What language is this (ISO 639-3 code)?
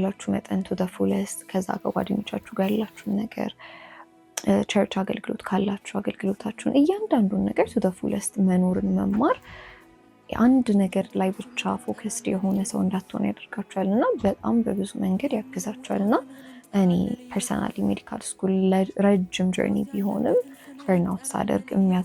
amh